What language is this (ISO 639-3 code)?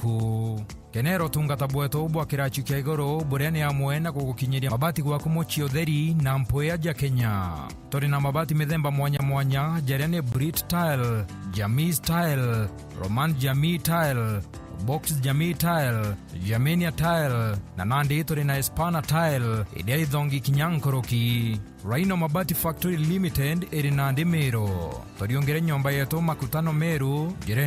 mer